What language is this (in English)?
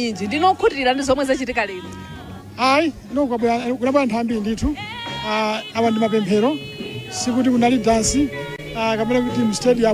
Nyanja